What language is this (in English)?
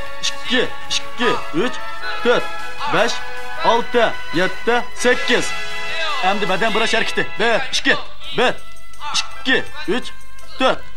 Uyghur